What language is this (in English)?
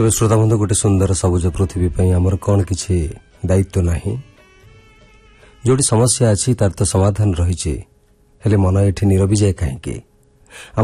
Odia